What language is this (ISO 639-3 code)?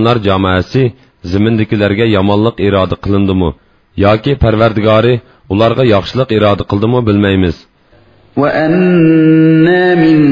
uig